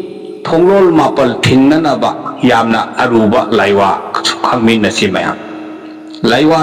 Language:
Manipuri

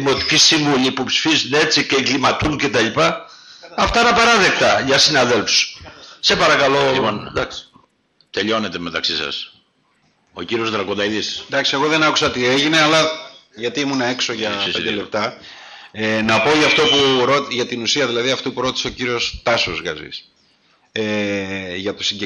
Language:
Greek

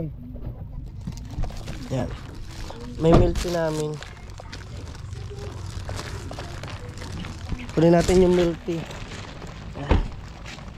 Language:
Filipino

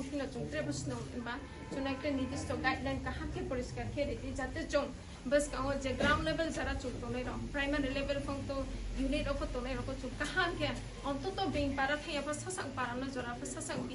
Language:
Riang (India)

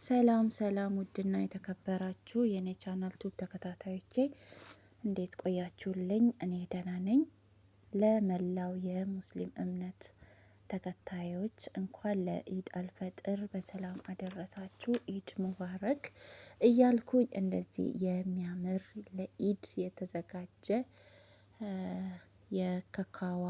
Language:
Amharic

